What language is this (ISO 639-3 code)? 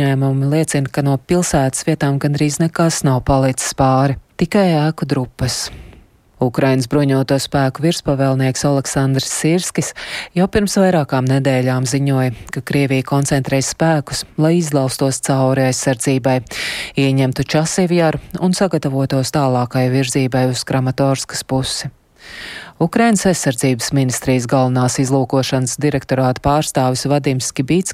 lav